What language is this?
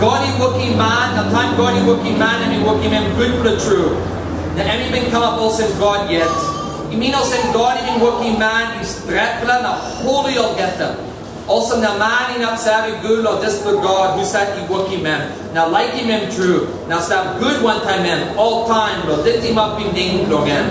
Tok Pisin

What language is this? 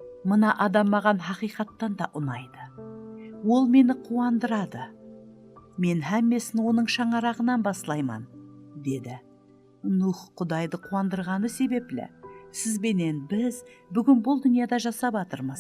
Kara-Kalpak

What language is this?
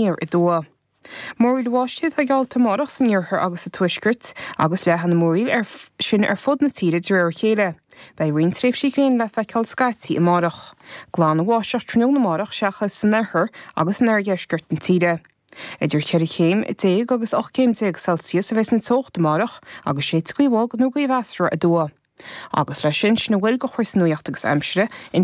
Irish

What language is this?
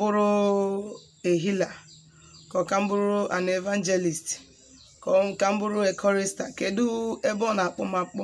Igbo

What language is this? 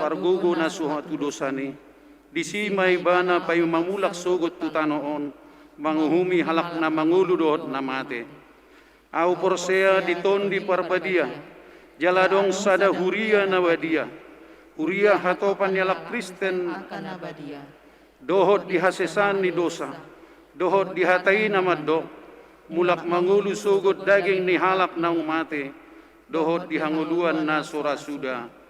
Batak Toba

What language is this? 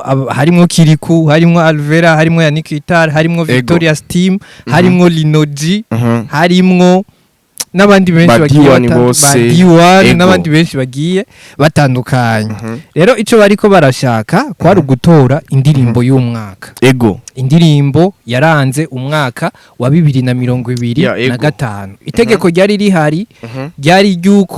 Rundi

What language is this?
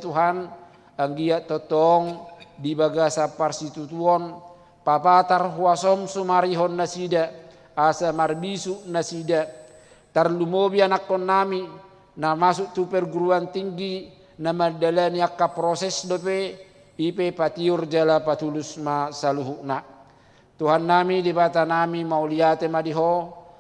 Batak Toba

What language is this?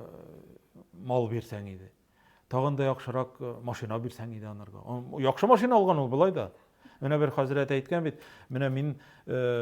Tatar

